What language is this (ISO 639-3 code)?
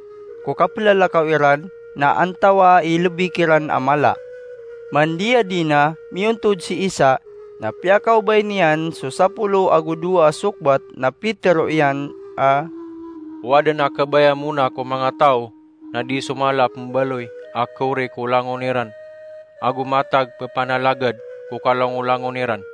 mrw